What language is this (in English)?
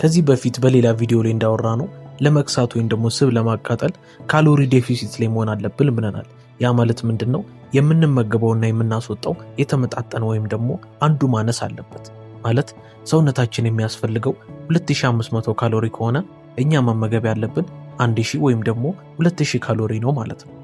Amharic